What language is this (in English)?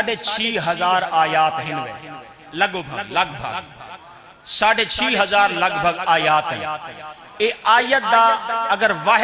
Saraiki